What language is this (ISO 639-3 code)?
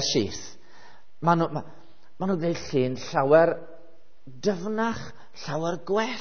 cym